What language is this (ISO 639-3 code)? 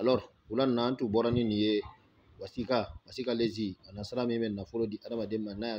bam